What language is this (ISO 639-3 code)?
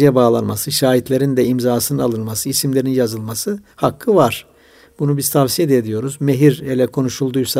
tur